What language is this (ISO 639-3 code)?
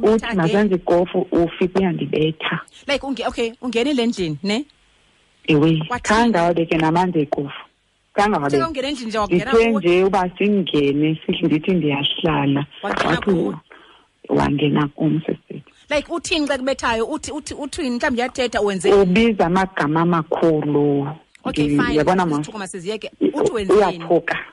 xho